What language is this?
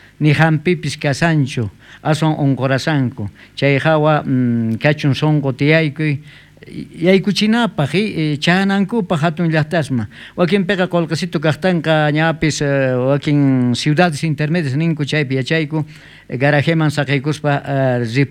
South Bolivian Quechua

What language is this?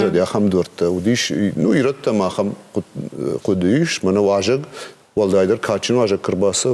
Ossetic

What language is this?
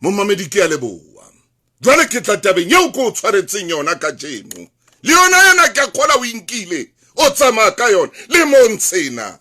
Southern Sotho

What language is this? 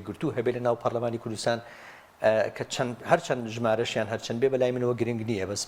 Central Kurdish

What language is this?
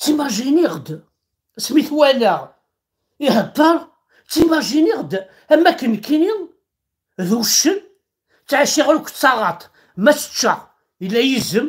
Kabyle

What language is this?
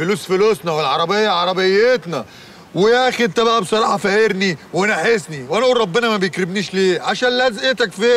Egyptian Arabic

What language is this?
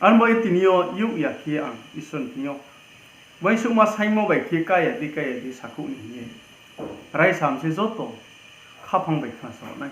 Riang (India)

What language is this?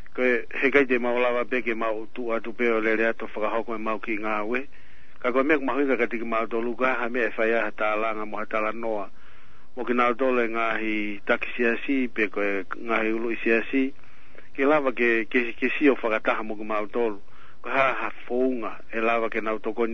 Tongan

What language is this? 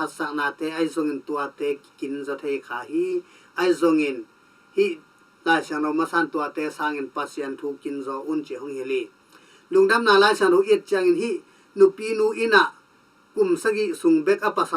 Tedim Chin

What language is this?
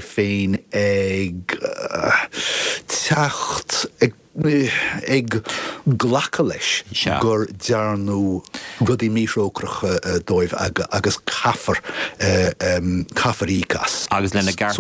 Irish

